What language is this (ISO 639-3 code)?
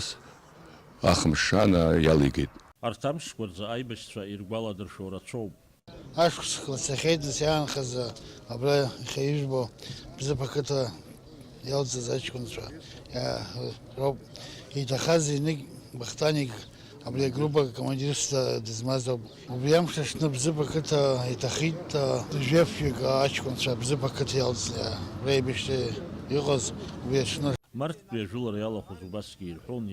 abk